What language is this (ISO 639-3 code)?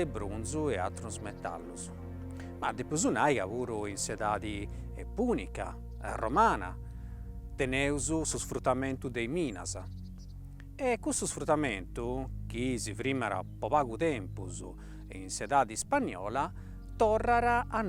srd